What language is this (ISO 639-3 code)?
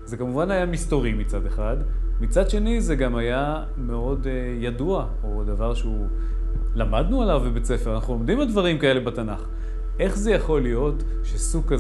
heb